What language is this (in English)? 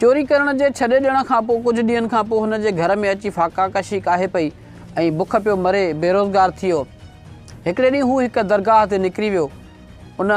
Sindhi